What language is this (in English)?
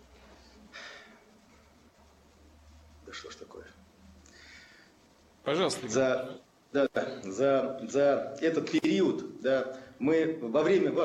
Russian